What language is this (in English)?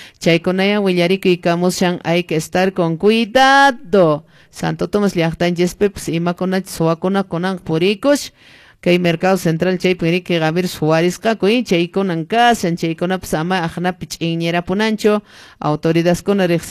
Quechua